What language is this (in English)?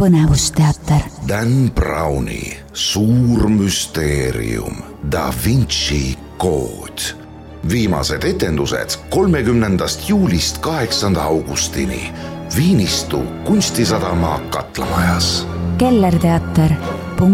Estonian